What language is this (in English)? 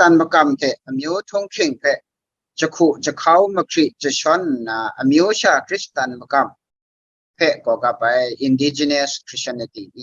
Kachin